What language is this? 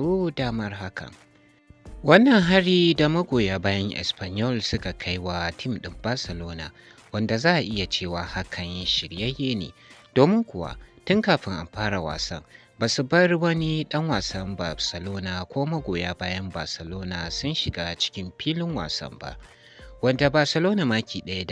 Hausa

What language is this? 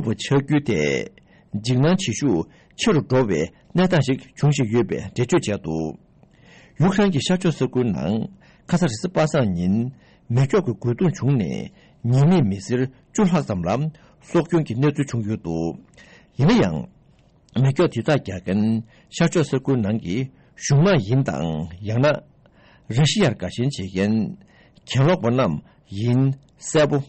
Tibetan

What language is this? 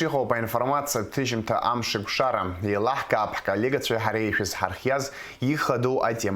Abkhazian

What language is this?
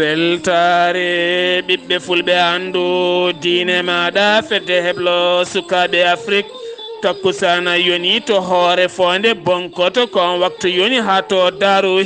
Fula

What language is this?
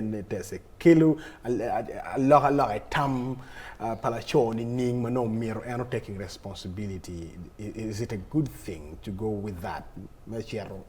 Acoli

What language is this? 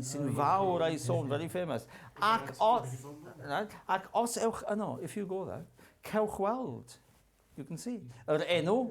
Welsh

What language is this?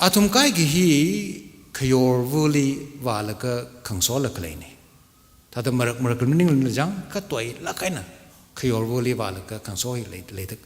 Tangkhul Naga (India)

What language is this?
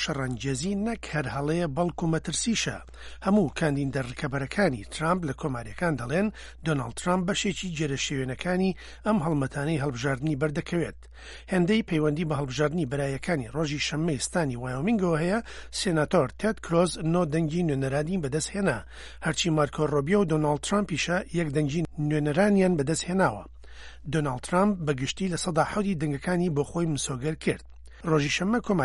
Central Kurdish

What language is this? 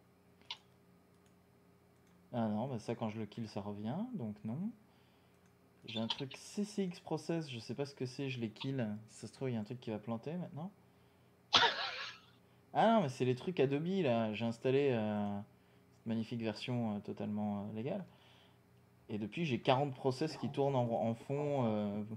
French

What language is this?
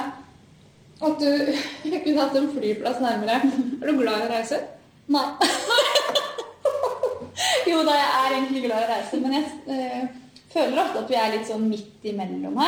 Norwegian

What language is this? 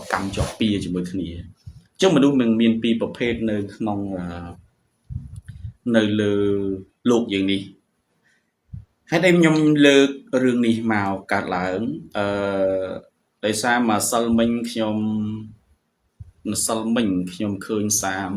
Khmer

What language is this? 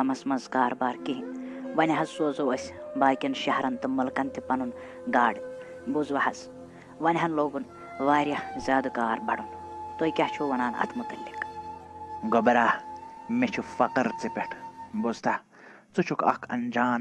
Kashmiri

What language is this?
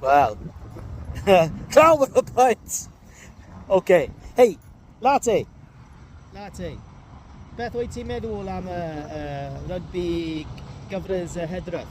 Welsh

